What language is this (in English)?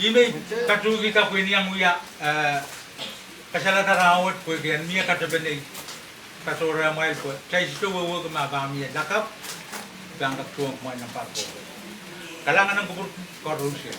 Pohnpeian